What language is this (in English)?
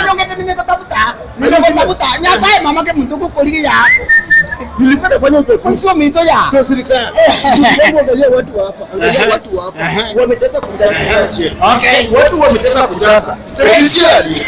Gusii